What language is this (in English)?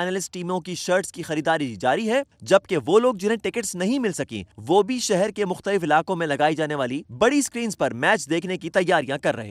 Urdu